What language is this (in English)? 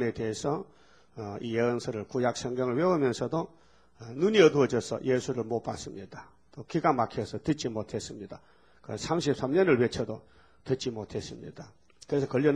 Korean